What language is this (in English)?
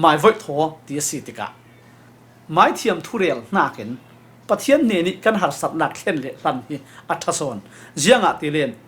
Falam Chin